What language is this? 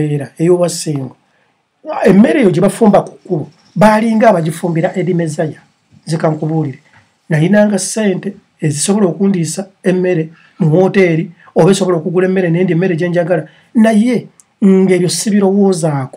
Ganda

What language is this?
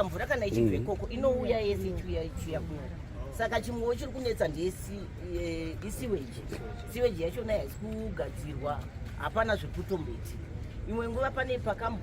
Shona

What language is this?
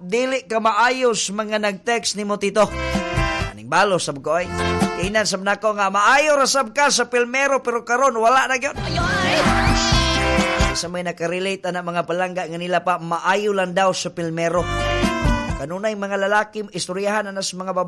Cebuano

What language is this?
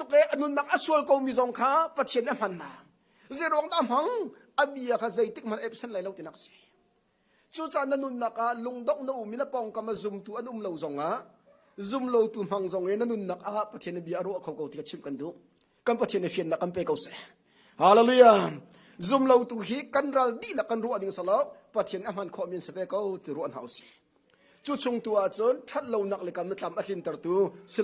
Hakha Chin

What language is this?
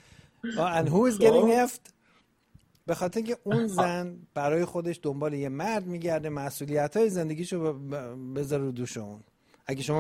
Persian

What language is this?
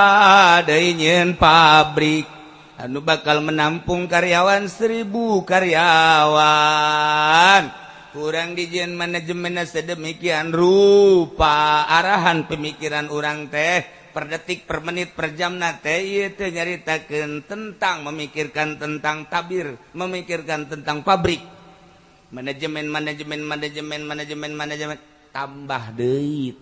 Sundanese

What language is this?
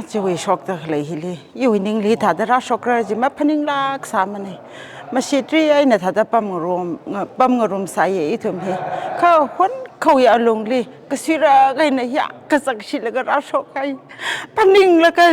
Tangkhul Naga (India)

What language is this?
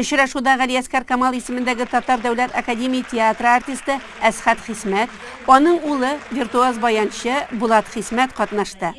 Tatar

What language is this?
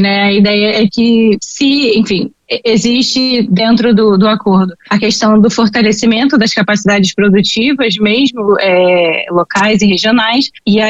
Portuguese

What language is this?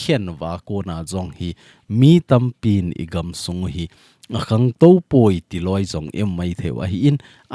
Thado Chin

